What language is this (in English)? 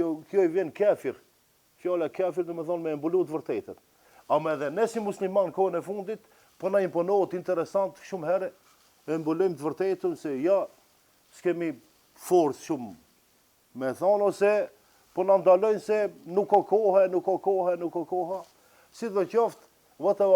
Albanian